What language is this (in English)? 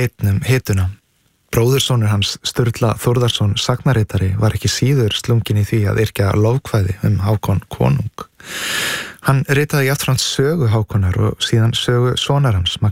Icelandic